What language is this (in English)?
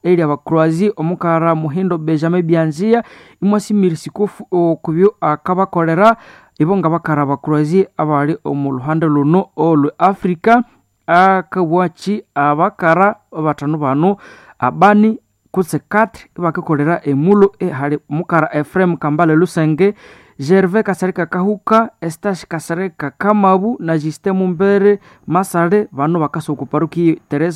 Nande